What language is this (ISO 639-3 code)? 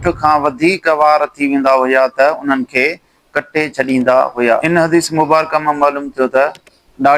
snd